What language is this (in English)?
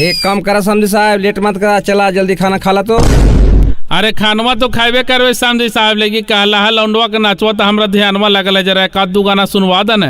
Magahi